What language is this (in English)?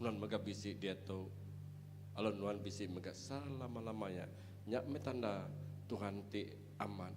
Iban